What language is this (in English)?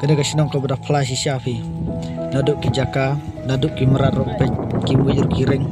Khasi